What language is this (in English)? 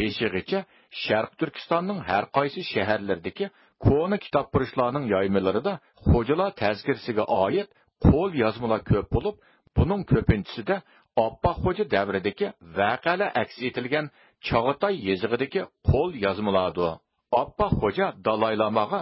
Uyghur